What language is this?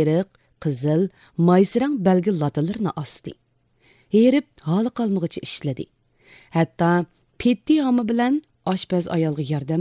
Uyghur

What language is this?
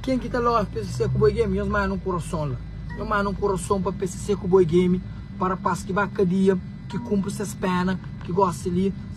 Kabuverdianu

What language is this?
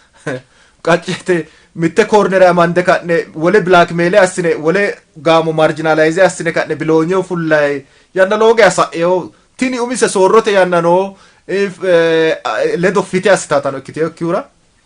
Sidamo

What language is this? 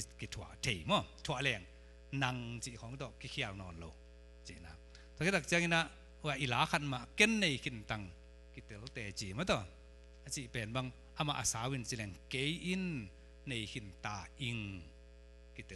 Tedim Chin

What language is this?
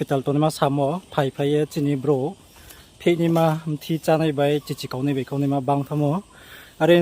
Riang (India)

